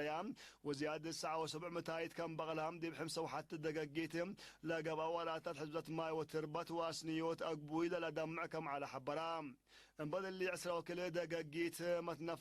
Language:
Tigre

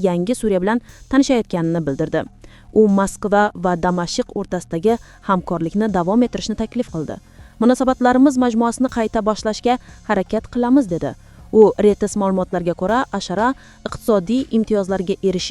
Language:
Uzbek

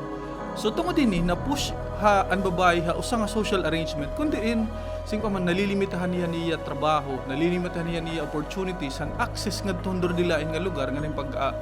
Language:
Waray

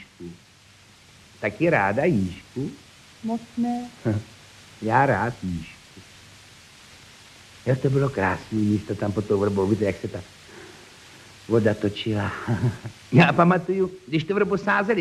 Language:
Czech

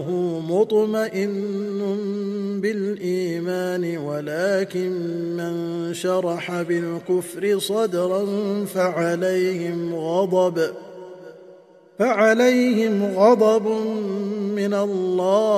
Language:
Arabic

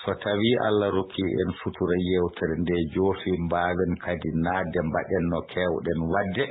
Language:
Fula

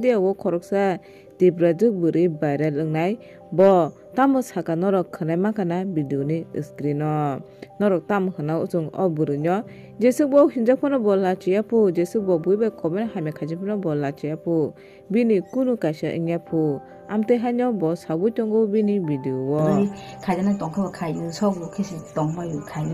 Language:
Kok Borok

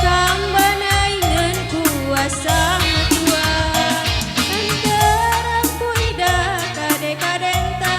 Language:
Batak Karo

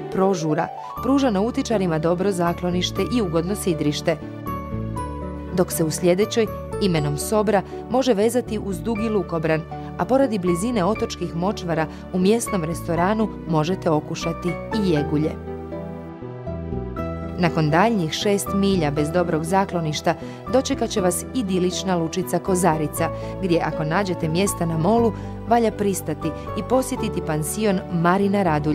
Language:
Croatian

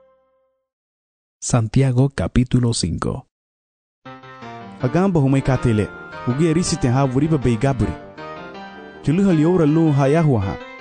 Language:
Garifuna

